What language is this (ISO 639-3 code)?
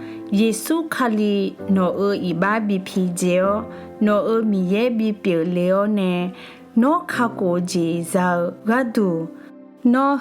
ahk